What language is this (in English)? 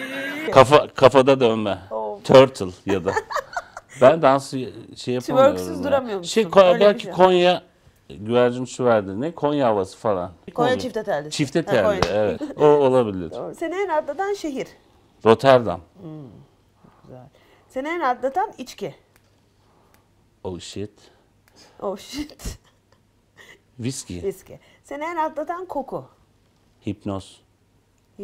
Turkish